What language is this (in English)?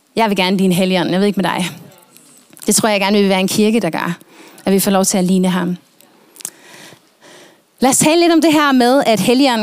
Danish